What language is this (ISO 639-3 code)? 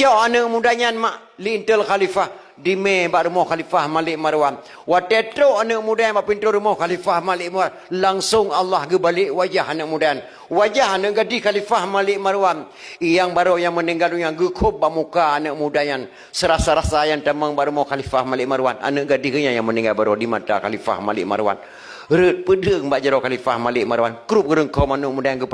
ace